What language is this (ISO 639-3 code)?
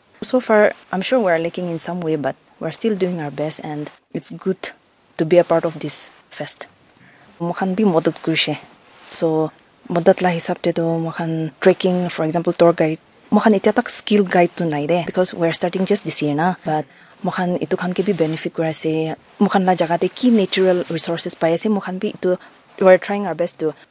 nag